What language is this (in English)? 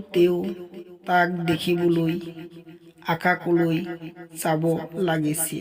Assamese